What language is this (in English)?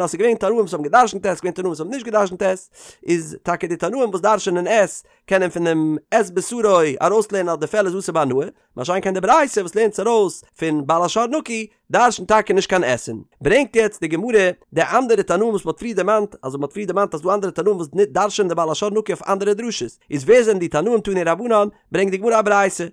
Yiddish